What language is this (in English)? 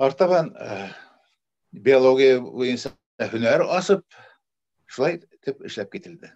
Bashkir